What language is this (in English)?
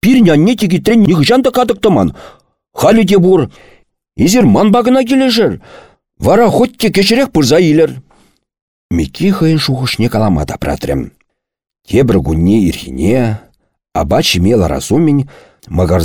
Chuvash